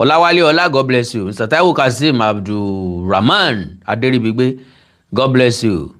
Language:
Yoruba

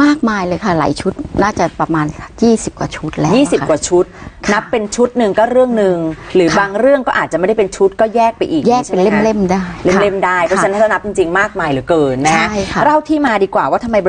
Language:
Thai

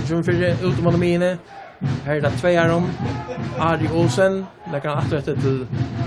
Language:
Faroese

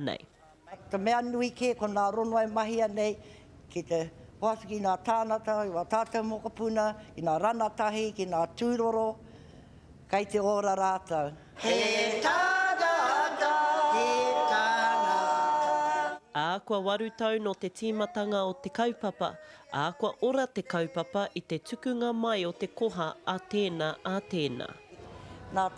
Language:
Māori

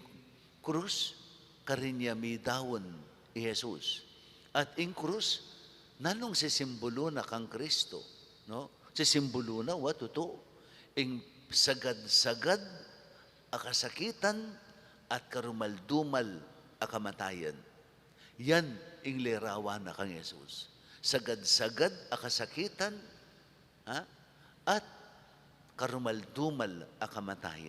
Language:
Pampanga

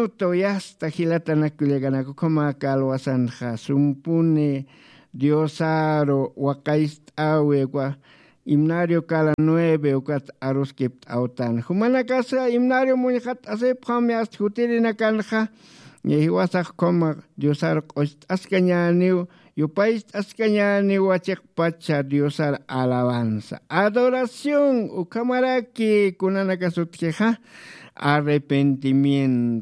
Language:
Aymara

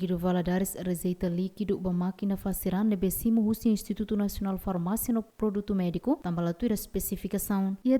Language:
Tetum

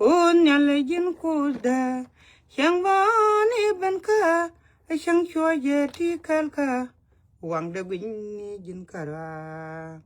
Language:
Nuer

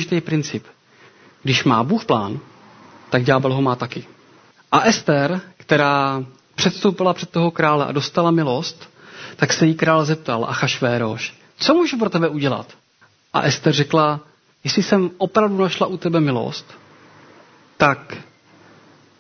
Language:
Czech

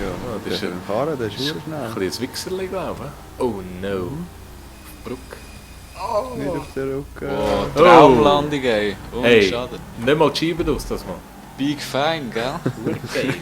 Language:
Swiss German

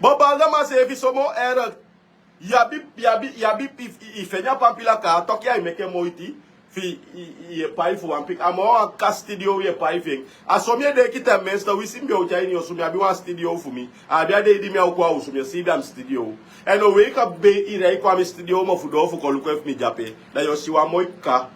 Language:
Sranan Tongo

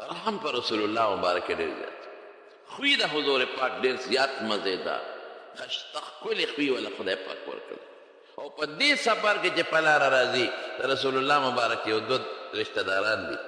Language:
Pashto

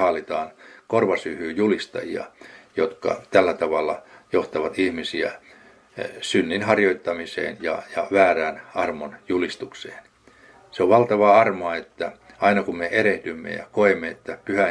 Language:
Finnish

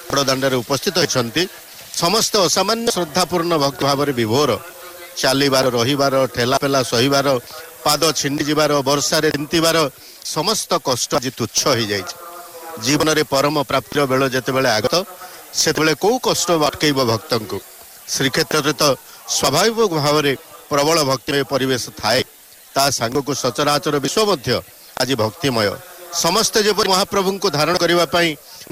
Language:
Odia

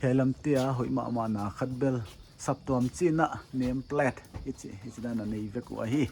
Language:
Paite Chin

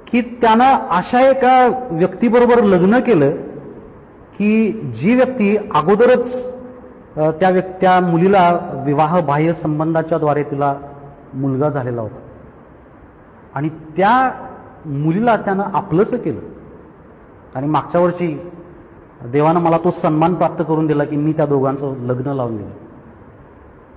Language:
Marathi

